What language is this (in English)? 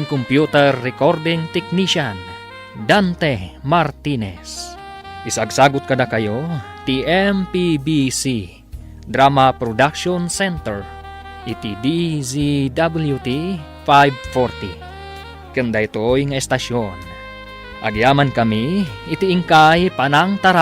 Iloko